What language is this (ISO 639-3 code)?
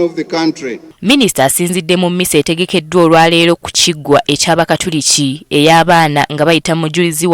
lug